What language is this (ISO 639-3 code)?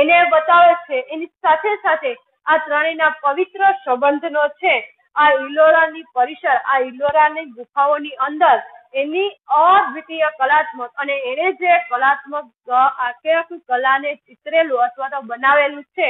guj